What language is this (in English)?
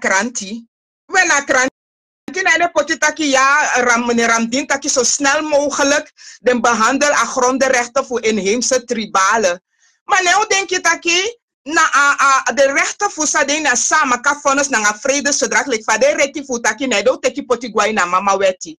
Sranan Tongo